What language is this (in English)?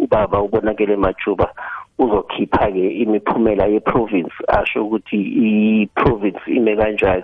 South Ndebele